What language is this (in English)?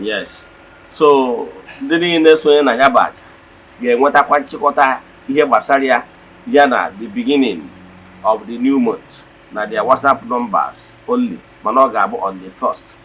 Igbo